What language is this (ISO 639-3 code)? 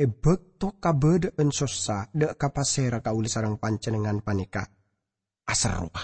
mad